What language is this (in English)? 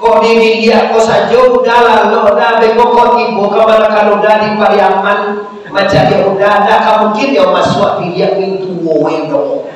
Minangkabau